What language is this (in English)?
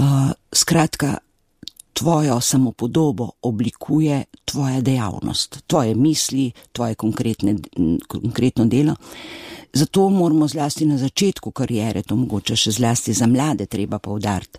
Slovenian